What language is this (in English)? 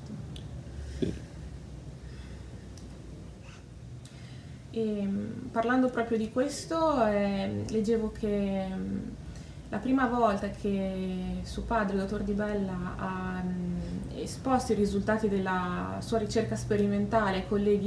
Italian